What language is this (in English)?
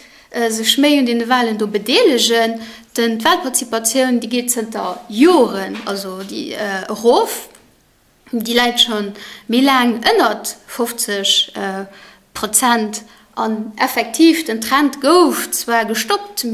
Luxembourgish